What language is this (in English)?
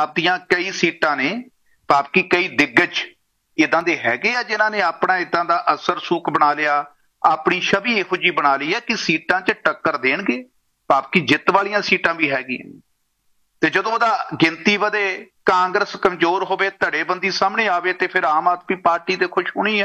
Punjabi